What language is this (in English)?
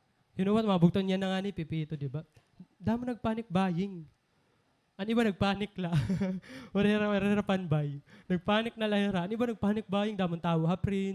Waray